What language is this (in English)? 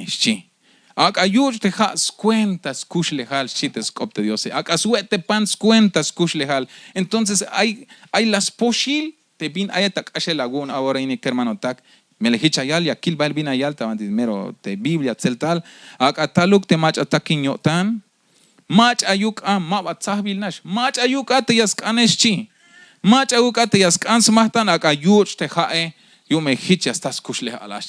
Tzeltal